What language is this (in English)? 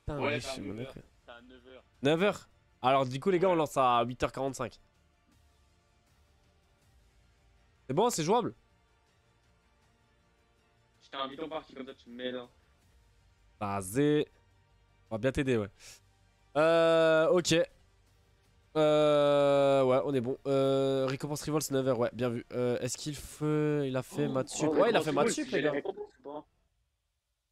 French